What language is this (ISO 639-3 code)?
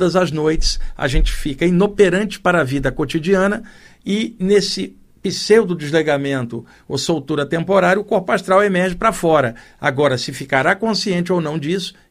por